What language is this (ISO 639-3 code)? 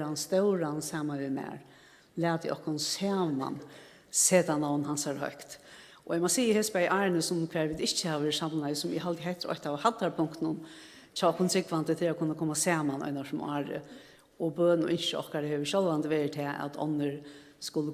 fao